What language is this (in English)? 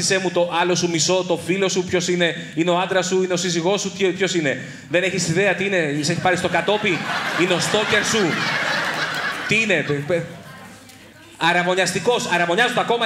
Greek